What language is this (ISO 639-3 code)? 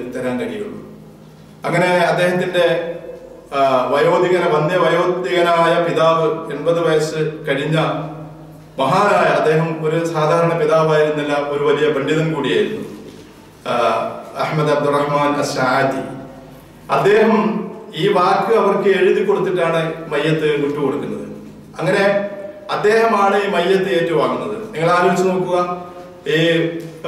mal